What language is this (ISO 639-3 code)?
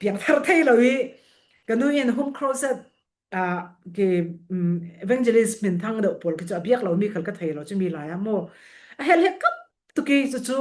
cfm